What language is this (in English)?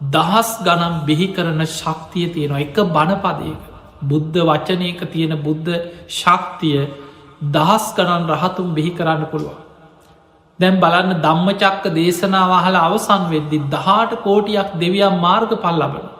Sinhala